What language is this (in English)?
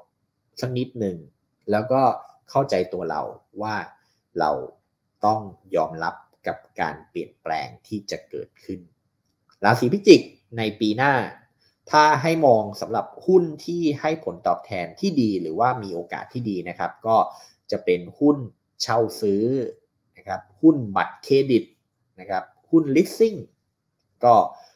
Thai